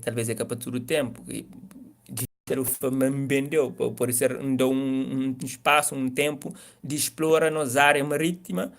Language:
Kabuverdianu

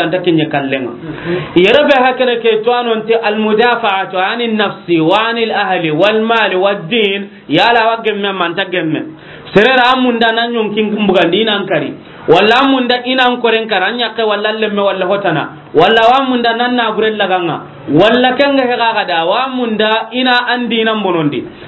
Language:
Soninke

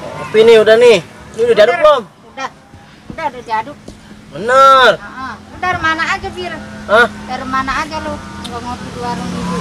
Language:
Betawi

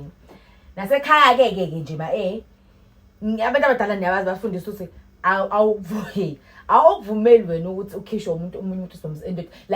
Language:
Zulu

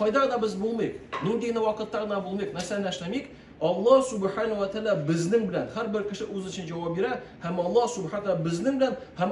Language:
Tatar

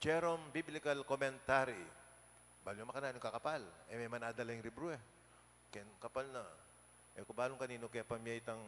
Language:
Pampanga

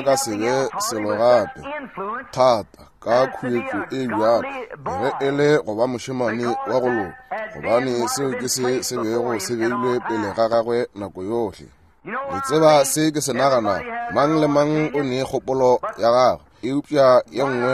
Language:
Northern Sotho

